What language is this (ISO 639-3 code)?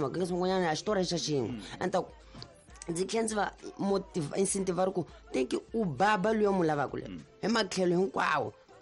tso